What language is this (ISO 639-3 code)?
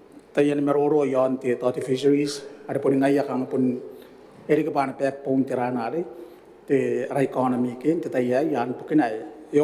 gil